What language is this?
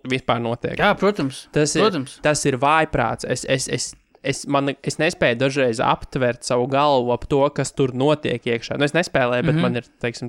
Latvian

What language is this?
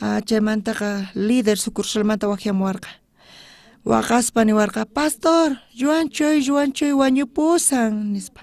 South Bolivian Quechua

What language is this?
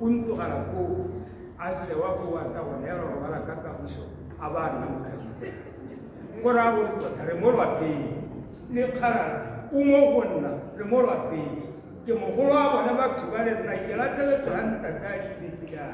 Tswana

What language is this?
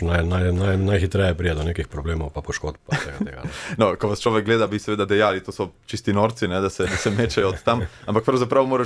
Slovenian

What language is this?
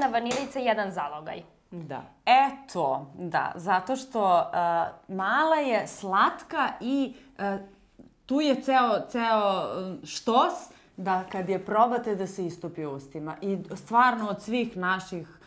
Serbian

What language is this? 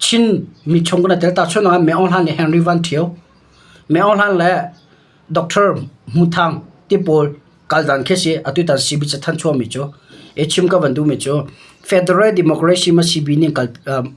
Hakha Chin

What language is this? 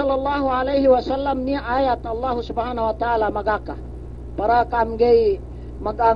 Yakan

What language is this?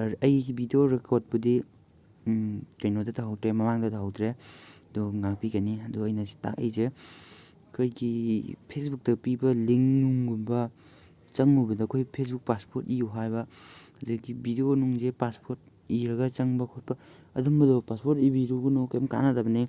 Manipuri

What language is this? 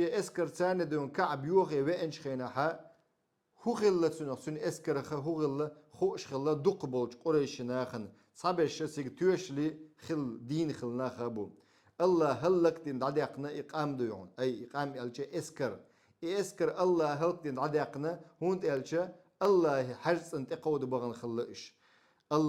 Chechen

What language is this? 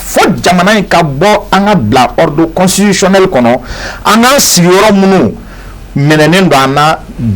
Bambara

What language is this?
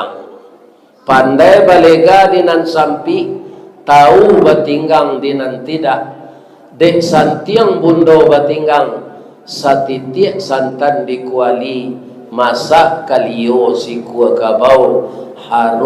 Minangkabau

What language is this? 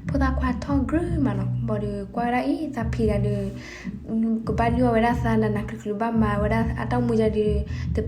S'gaw Karen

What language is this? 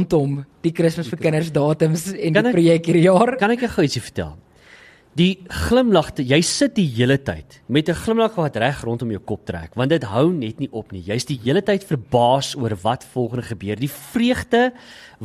Afrikaans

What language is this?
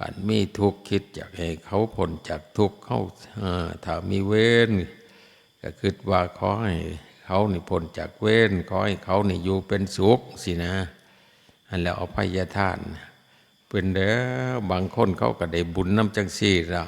Lao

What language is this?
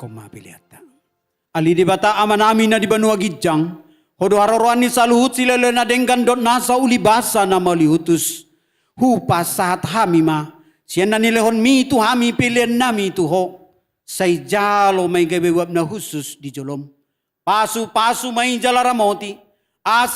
Batak Toba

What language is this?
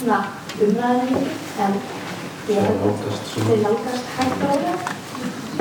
Icelandic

